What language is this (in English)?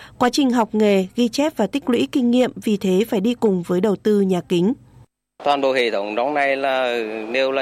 Vietnamese